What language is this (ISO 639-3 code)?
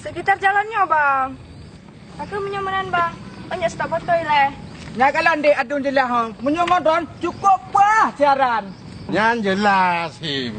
ace